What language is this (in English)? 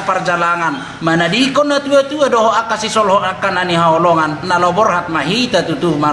Batak Toba